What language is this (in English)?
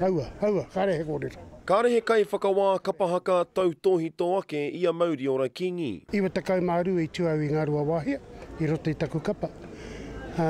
Māori